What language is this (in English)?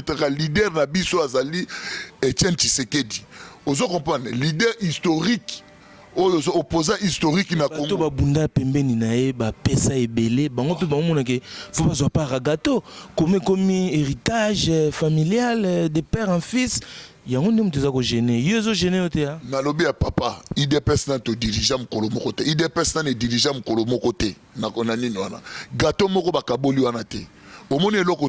Lingala